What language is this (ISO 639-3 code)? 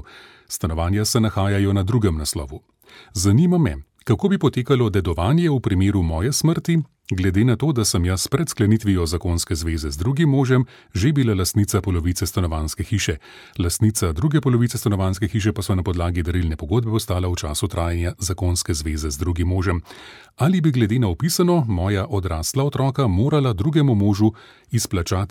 slv